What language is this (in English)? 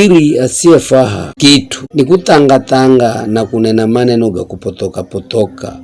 Giryama